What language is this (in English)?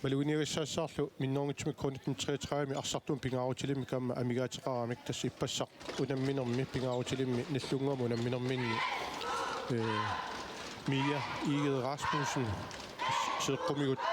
Kalaallisut